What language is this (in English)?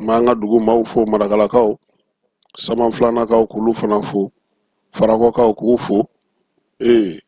Bambara